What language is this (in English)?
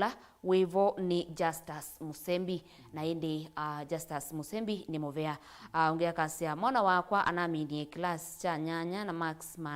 Kamba